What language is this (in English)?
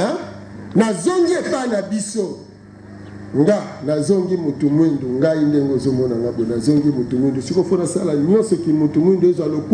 Lingala